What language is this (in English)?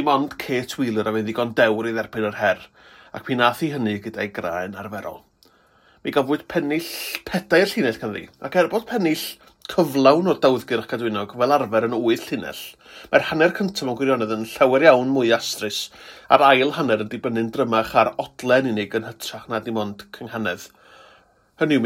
Welsh